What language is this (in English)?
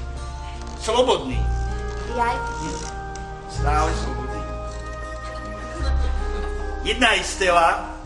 Slovak